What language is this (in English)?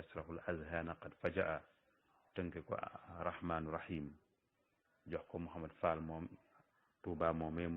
Wolof